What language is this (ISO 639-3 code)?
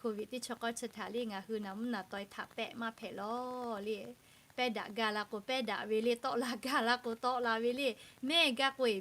lhu